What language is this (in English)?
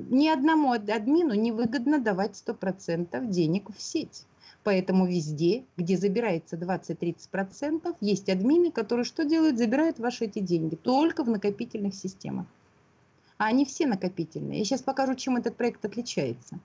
Russian